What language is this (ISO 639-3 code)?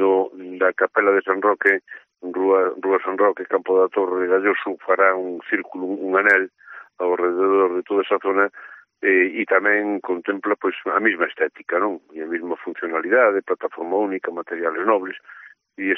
glg